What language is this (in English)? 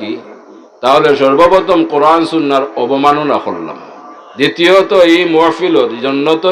Sylheti